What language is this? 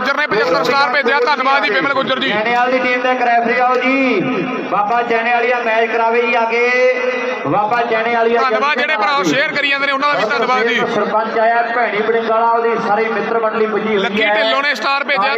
Punjabi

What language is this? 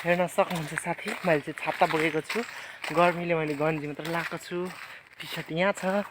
Nepali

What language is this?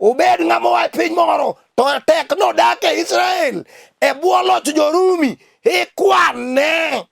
Luo (Kenya and Tanzania)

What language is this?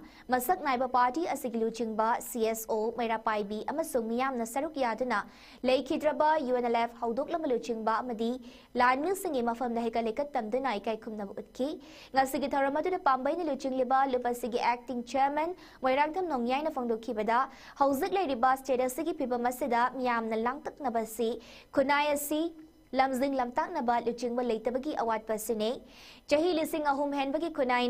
Manipuri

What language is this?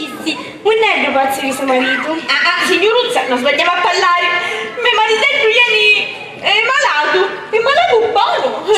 Sicilian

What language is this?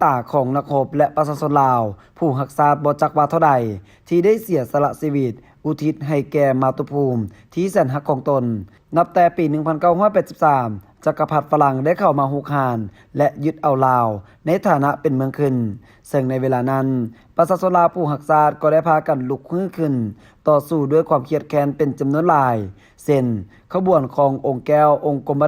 Lao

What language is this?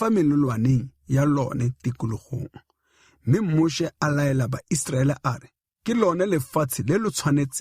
Tswana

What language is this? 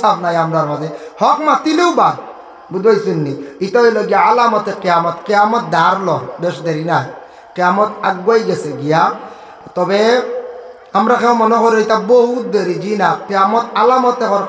Sylheti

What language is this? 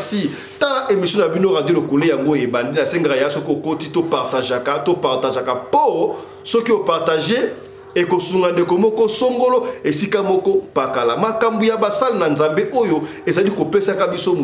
Lingala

